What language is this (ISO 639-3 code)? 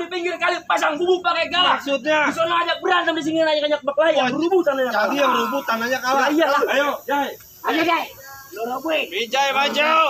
bew